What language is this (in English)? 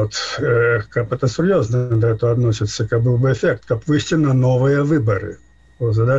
Belarusian